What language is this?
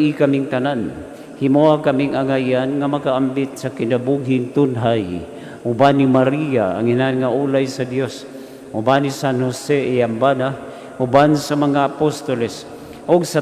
Cebuano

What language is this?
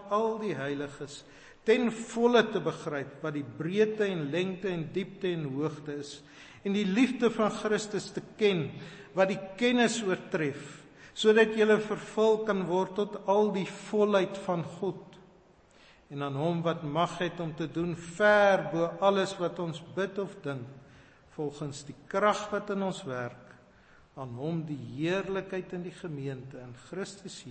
Afrikaans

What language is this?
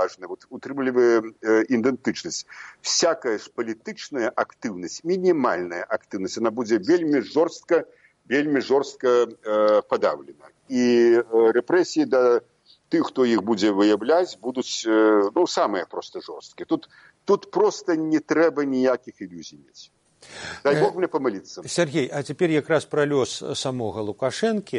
Belarusian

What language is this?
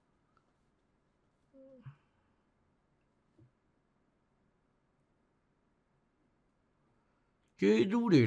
Burmese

